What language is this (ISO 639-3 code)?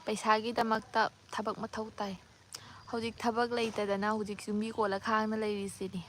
mni